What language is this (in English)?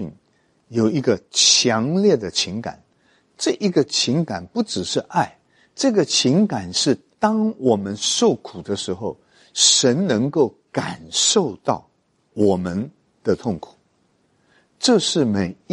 Chinese